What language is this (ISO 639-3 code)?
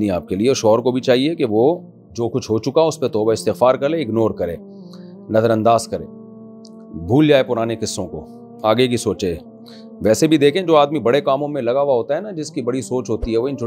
urd